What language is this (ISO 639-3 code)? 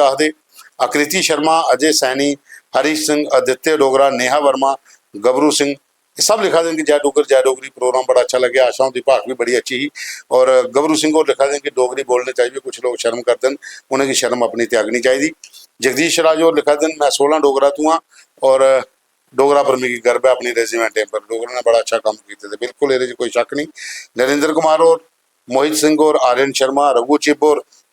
doi